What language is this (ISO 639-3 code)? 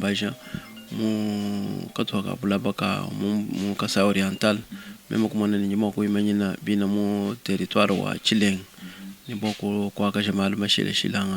lua